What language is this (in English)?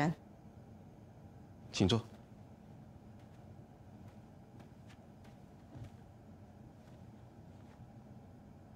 Chinese